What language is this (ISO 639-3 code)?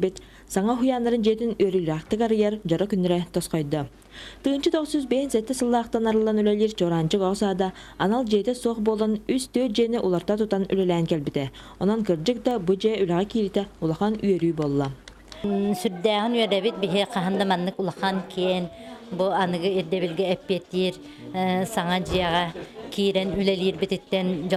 sah